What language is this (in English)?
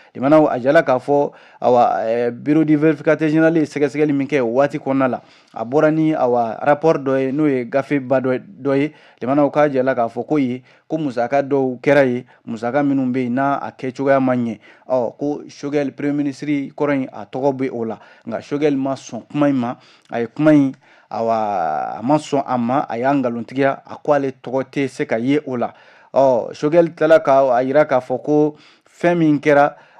Bambara